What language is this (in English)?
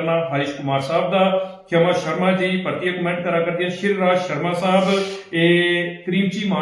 Dogri